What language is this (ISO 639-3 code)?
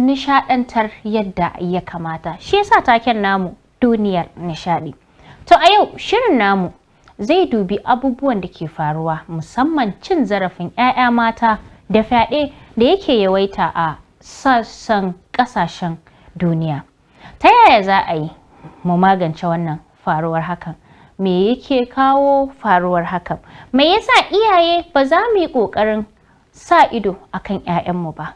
hau